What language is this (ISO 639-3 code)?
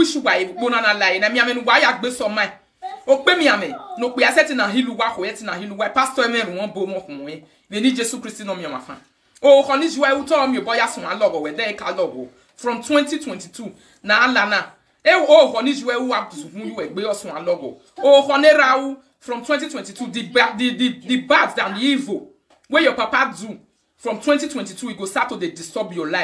pcm